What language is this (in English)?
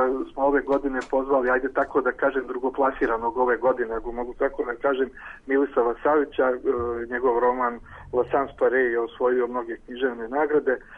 Serbian